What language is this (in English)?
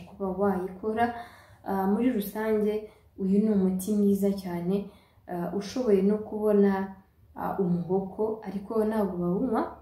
Kinyarwanda